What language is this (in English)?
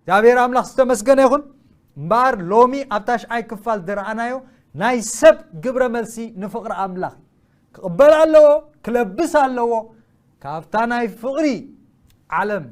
Tigrinya